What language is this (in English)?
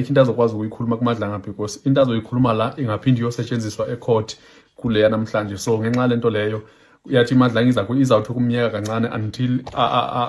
Zulu